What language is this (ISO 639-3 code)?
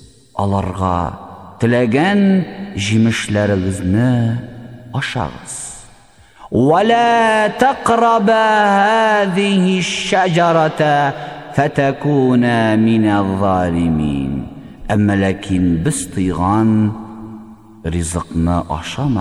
tat